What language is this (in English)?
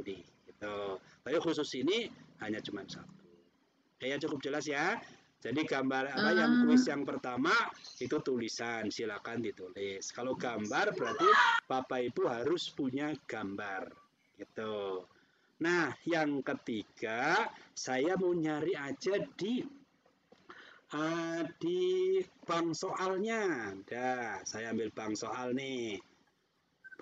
Indonesian